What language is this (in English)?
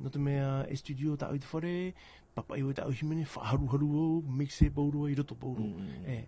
Tahitian